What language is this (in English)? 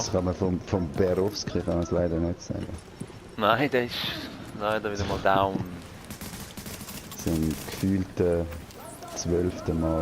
Swiss German